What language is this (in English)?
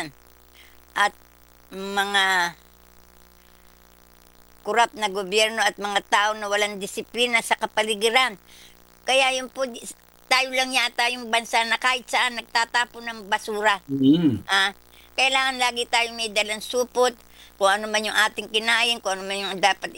Filipino